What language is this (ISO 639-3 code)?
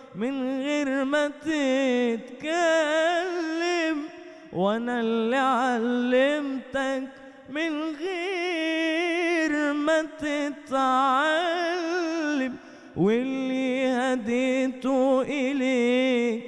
arz